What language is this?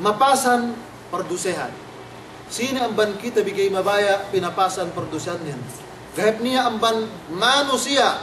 Yakan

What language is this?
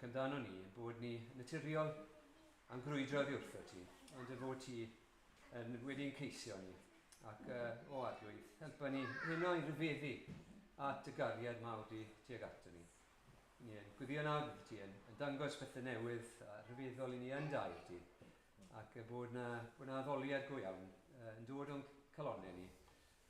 Welsh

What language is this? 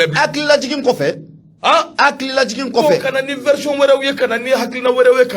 Bambara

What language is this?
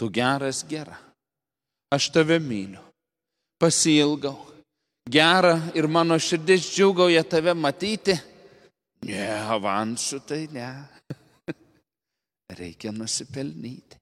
Lithuanian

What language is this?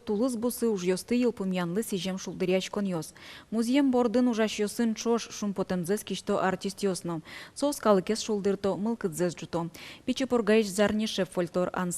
Udmurt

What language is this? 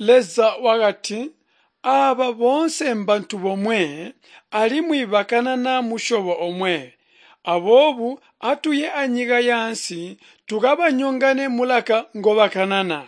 Tonga (Zambia)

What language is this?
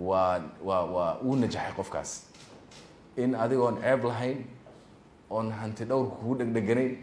Somali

